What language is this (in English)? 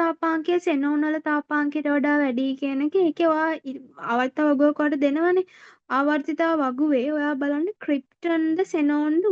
Sinhala